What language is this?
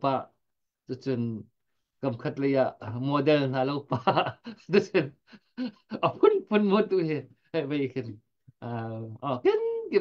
Hakha Chin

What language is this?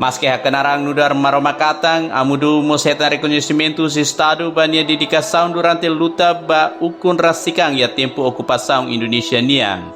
Tetum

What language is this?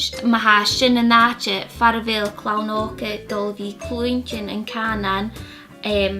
Scottish Gaelic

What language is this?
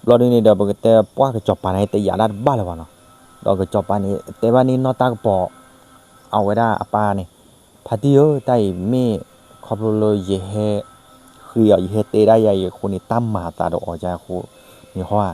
S'gaw Karen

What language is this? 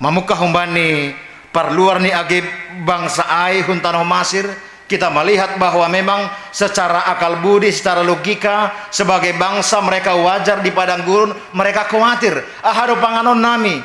Batak Simalungun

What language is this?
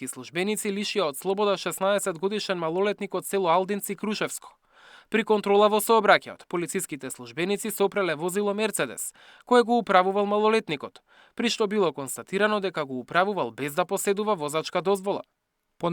Macedonian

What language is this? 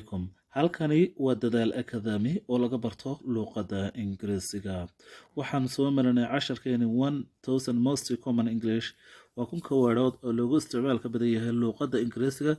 Somali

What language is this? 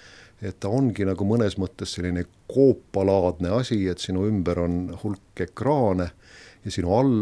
Estonian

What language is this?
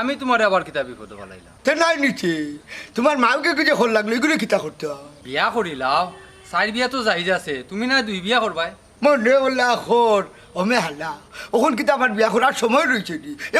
Sylheti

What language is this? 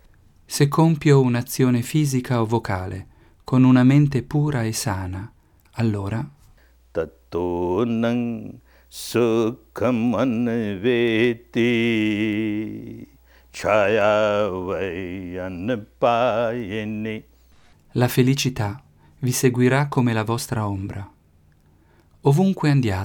Italian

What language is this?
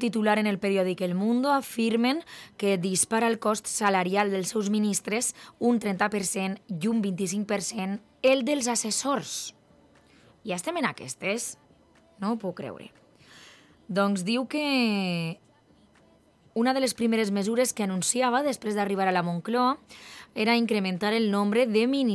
Catalan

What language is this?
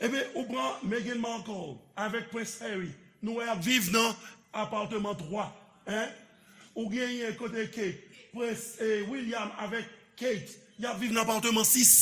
Haitian Creole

